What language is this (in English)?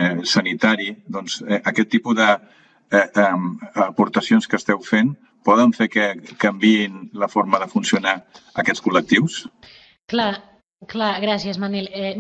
Catalan